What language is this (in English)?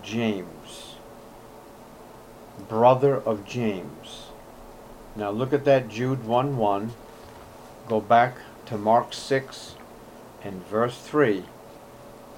English